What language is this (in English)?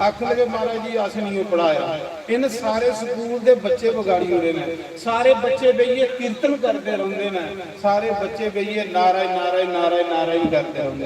Dogri